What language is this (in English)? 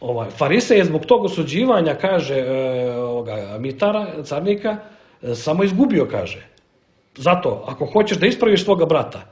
Serbian